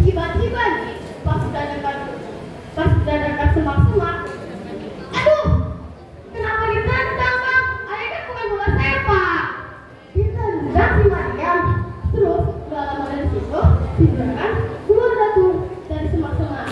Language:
Betawi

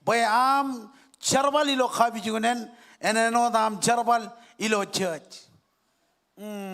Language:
Marshallese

